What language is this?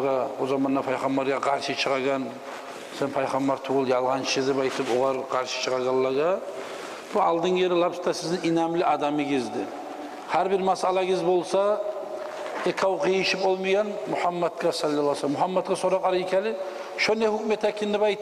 Kumyk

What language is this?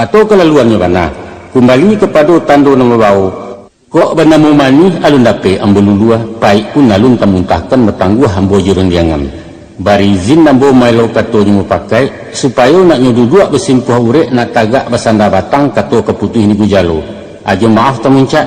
Minangkabau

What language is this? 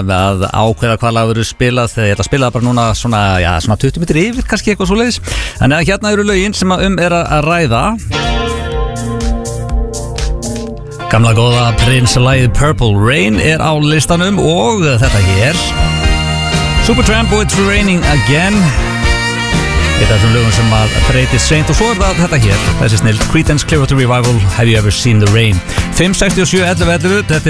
Icelandic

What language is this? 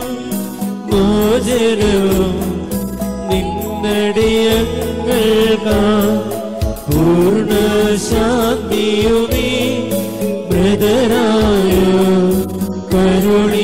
Malayalam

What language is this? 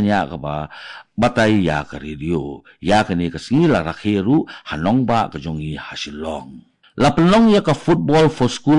Khasi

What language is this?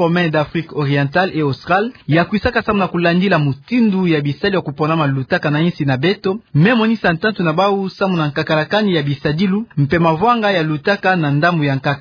Kituba (Democratic Republic of Congo)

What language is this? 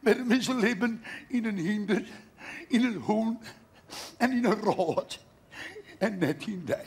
Western Frisian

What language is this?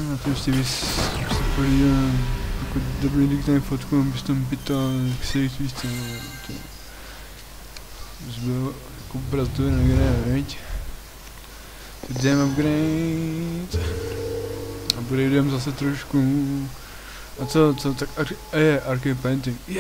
Czech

